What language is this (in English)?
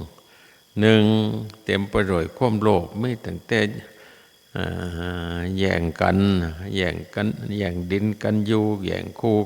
Northeastern Thai